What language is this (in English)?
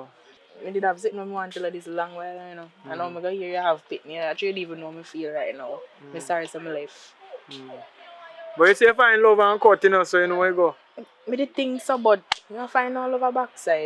Jamaican Creole English